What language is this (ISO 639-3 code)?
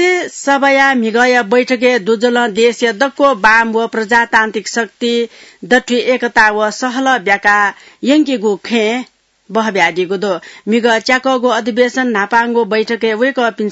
new